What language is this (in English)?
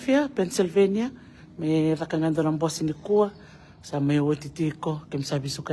Fijian